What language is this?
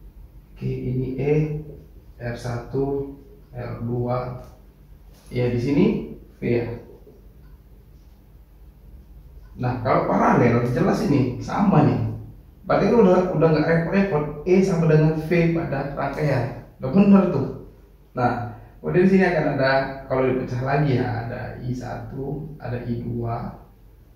Indonesian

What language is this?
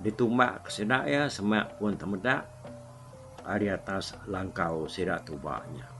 Iban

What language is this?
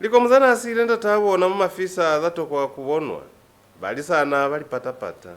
Lozi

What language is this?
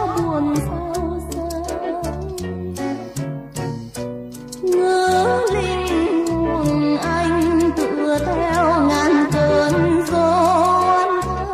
Vietnamese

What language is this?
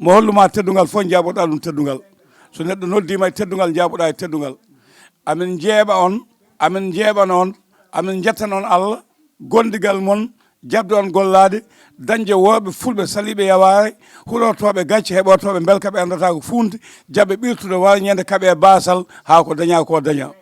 Fula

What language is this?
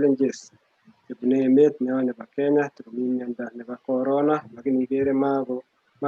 Kalenjin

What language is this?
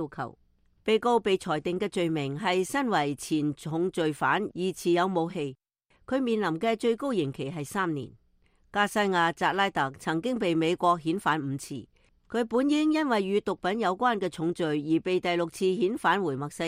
Cantonese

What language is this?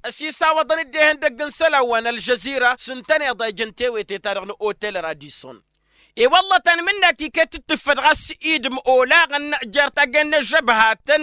Tamasheq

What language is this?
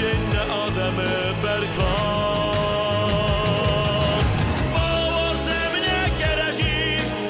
Ossetic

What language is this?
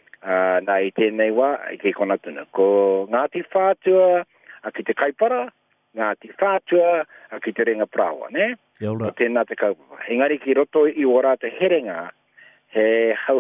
Māori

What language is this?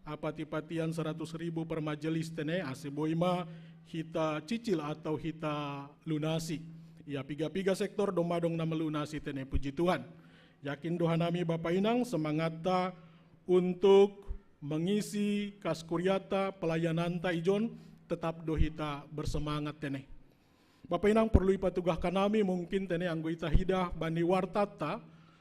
Batak Simalungun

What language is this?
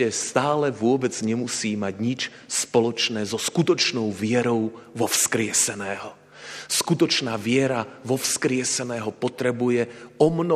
Slovak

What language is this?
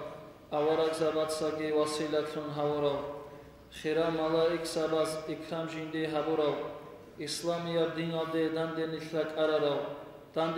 Avaric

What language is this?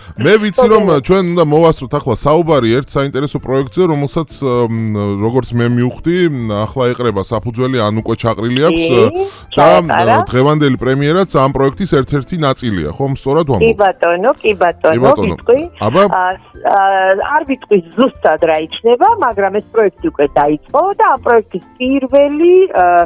Georgian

